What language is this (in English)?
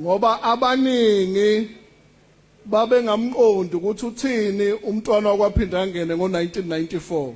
Zulu